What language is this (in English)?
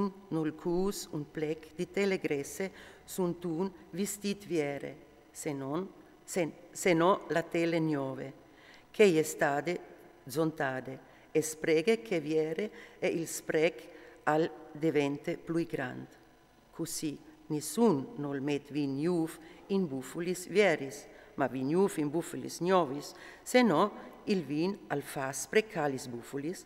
Friulian